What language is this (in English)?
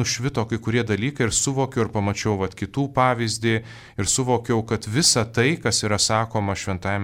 Lithuanian